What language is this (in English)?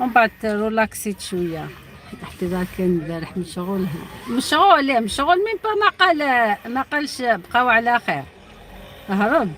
Algerian Arabic